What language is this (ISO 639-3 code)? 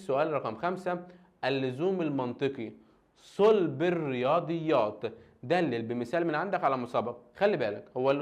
arz